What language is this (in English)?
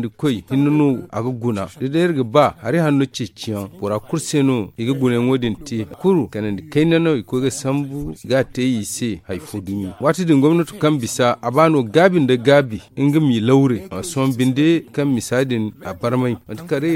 Zarma